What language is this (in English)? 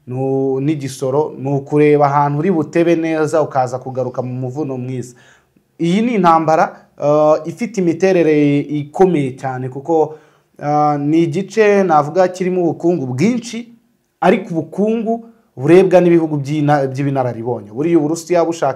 Kinyarwanda